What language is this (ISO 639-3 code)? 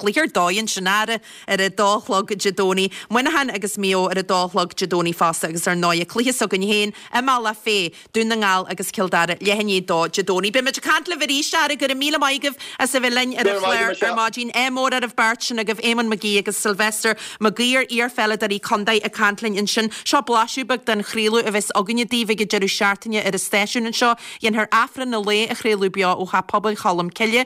gle